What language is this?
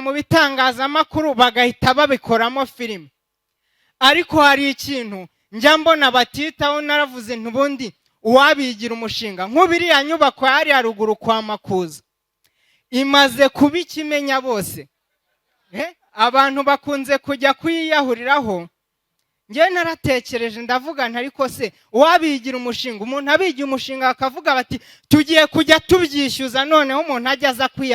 Kinyarwanda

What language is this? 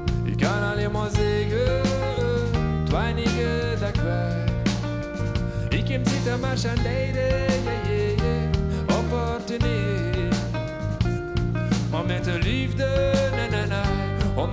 Dutch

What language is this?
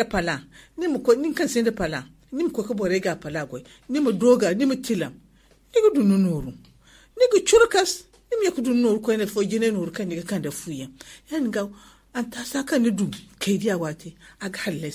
Zarma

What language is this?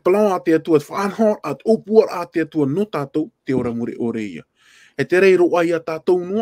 Tahitian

